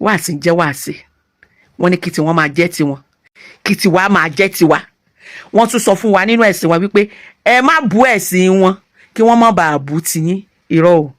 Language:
Yoruba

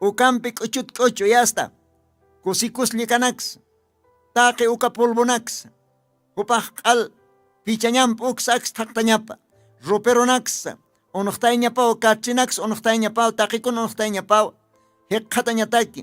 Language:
Aymara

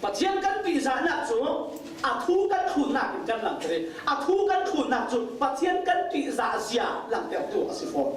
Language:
Falam Chin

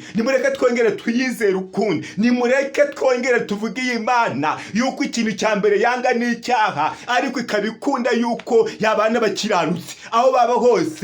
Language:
Kinyarwanda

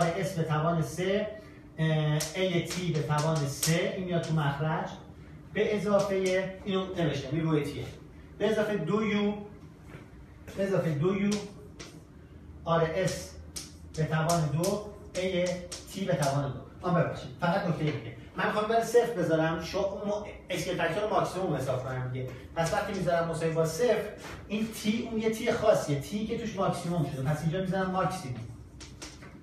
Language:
Persian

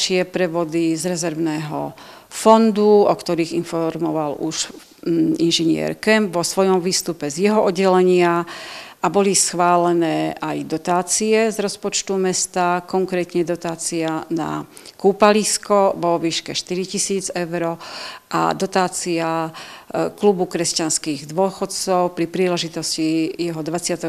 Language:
Slovak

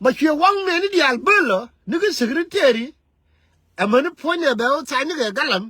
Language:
Nuer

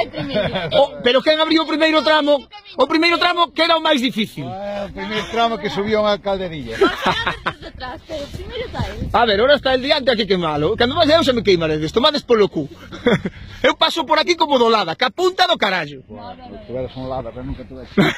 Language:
Galician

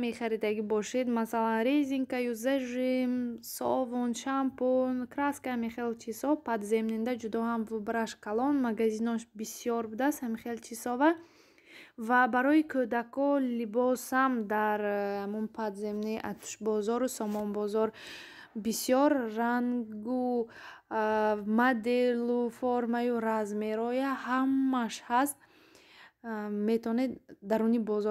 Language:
Tajik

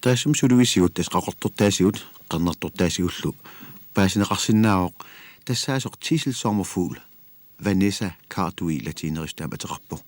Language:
Kalaallisut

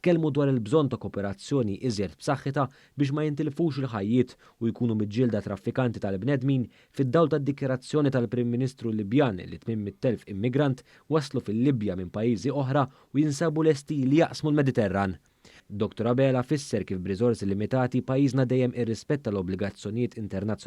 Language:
Maltese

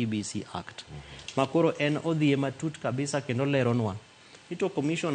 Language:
Luo (Kenya and Tanzania)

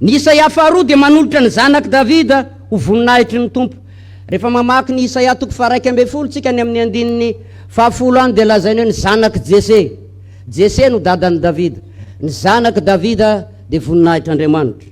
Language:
Malagasy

